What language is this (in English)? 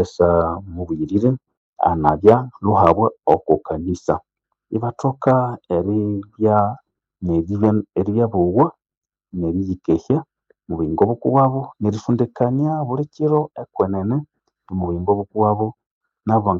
Nande